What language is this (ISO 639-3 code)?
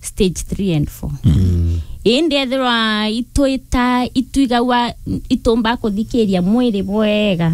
mer